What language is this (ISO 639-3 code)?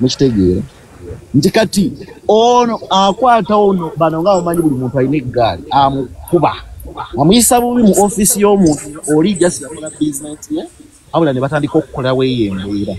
lug